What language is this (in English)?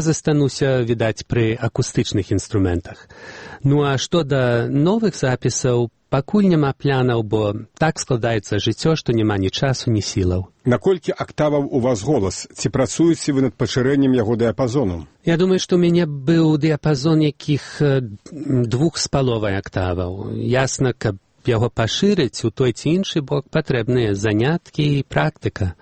Belarusian